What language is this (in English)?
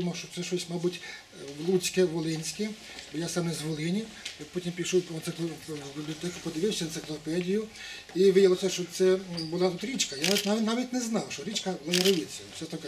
Ukrainian